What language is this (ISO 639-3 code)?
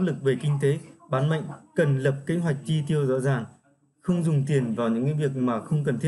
vie